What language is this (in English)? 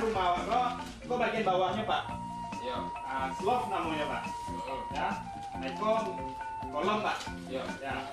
Minangkabau